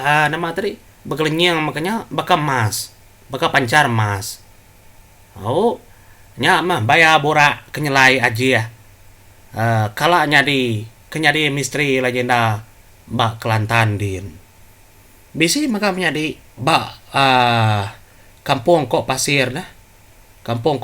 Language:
Iban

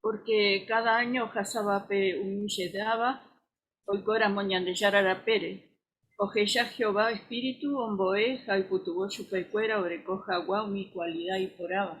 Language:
Guarani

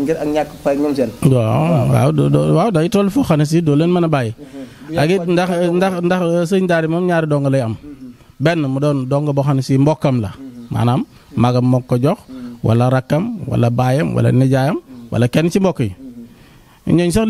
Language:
Wolof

